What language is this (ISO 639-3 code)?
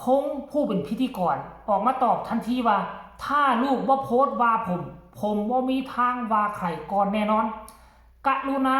tts